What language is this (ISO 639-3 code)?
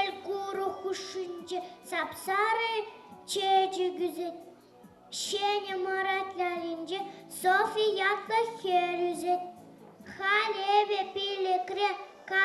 chv